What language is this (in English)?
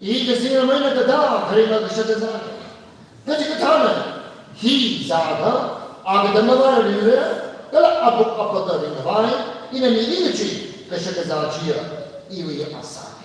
Tangkhul Naga (India)